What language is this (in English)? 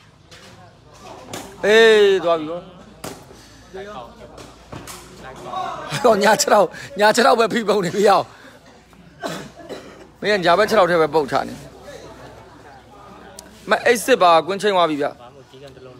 Burmese